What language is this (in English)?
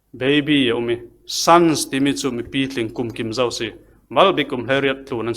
Falam Chin